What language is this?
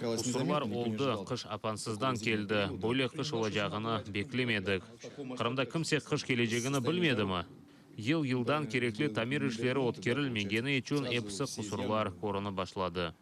Crimean Tatar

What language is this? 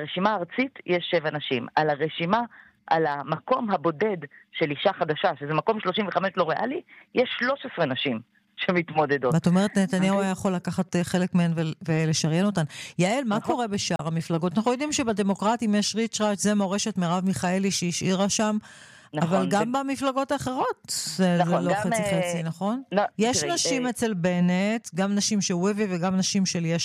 Hebrew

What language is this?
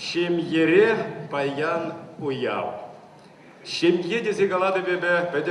Chuvash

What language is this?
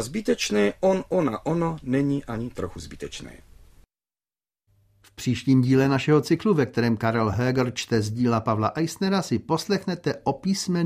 Czech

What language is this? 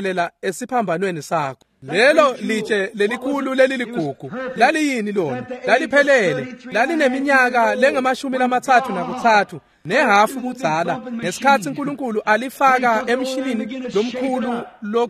Swati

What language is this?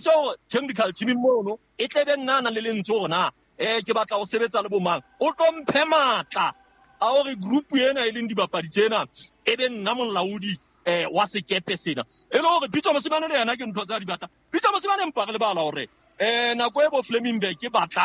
Southern Sotho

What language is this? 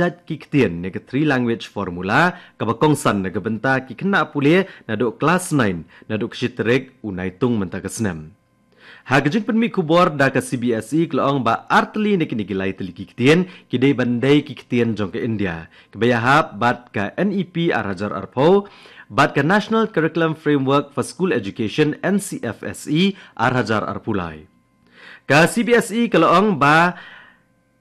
Khasi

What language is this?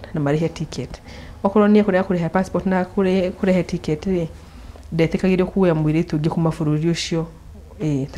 Kikuyu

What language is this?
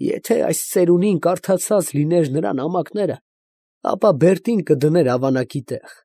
Armenian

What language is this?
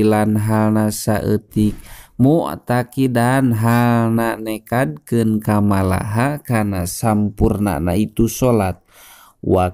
Sundanese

